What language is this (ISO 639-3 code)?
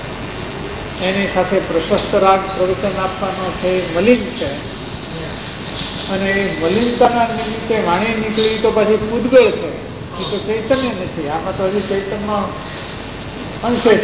guj